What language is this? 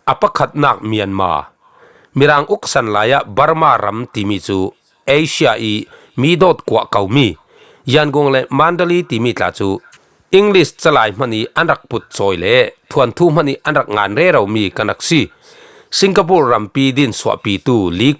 Falam Chin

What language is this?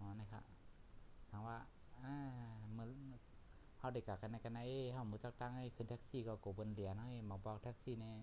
Shan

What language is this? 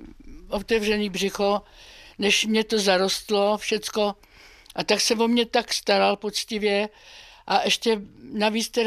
Czech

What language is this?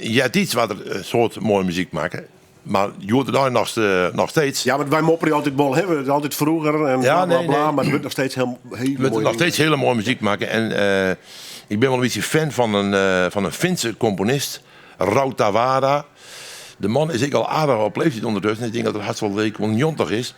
Western Frisian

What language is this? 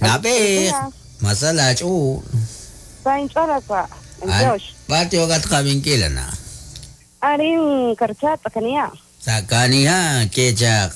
Kekchí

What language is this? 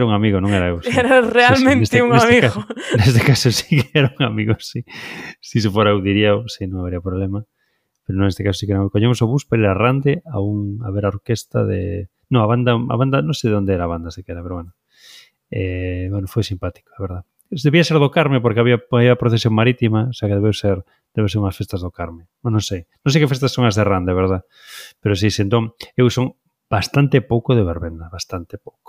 Galician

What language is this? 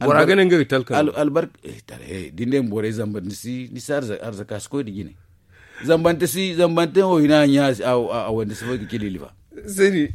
Zarma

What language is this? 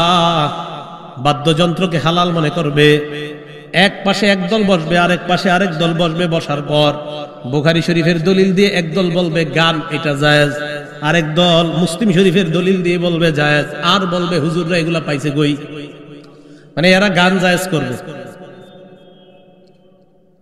Bangla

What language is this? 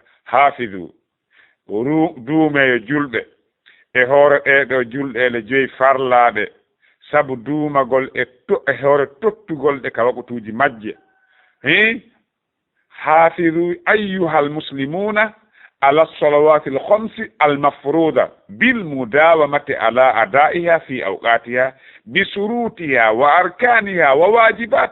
Fula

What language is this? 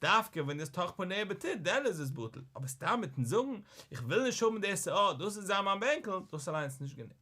Yiddish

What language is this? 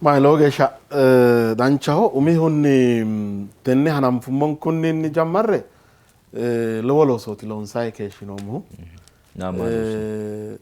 Sidamo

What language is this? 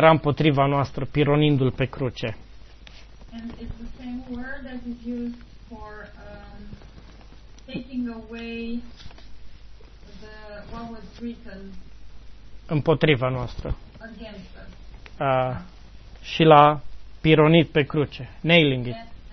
Romanian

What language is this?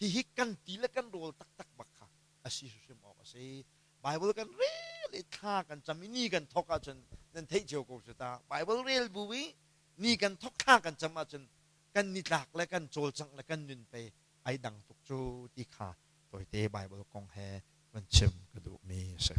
Hakha Chin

